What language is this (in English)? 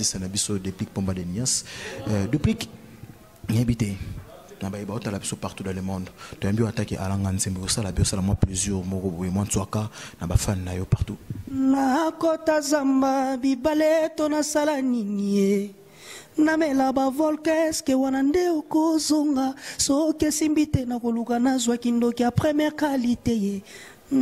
Lingala